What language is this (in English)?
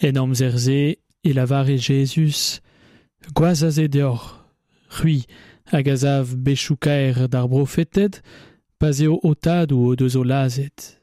Breton